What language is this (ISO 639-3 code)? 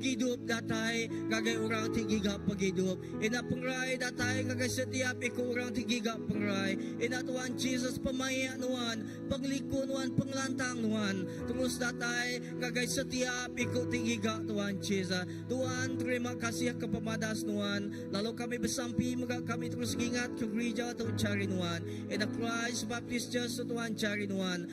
iba